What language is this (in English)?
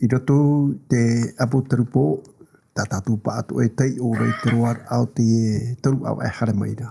Tahitian